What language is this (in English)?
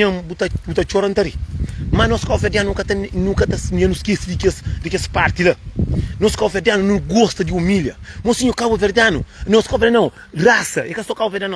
Kabuverdianu